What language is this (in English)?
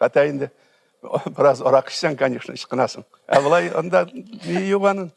Tatar